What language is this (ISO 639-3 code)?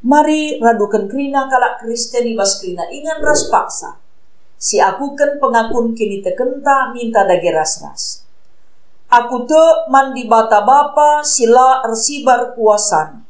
btx